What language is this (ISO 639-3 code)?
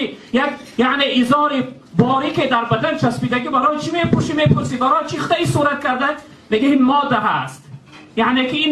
tgk